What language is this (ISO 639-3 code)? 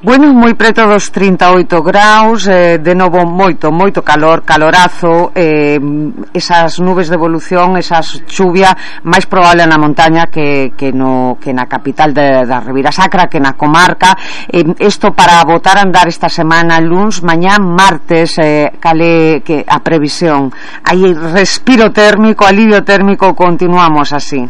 glg